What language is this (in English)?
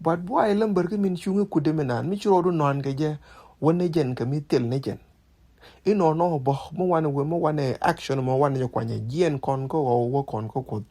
Nuer